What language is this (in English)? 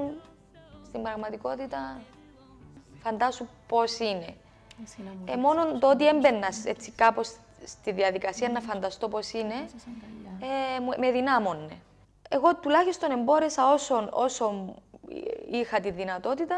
Greek